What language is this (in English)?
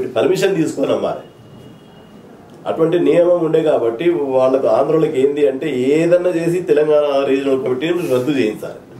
Telugu